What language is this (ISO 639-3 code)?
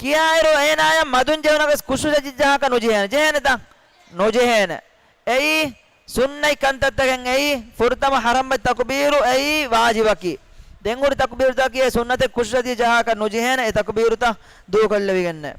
div